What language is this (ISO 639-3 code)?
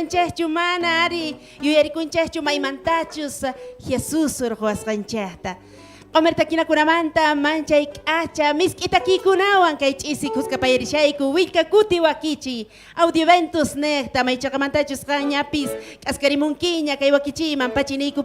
quh